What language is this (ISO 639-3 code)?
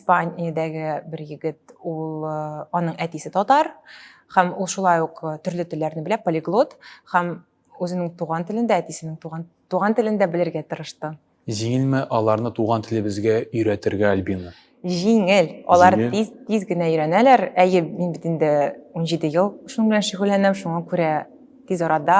tat